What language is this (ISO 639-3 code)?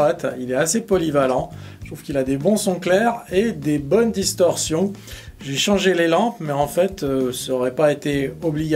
fra